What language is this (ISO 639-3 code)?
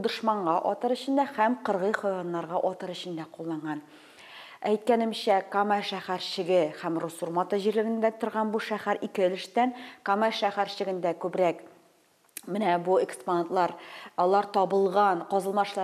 tat